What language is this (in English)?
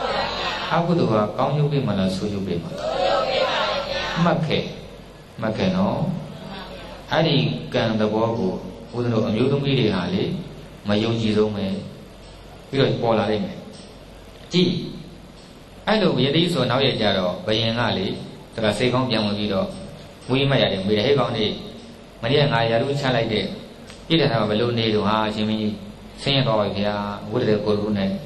Burmese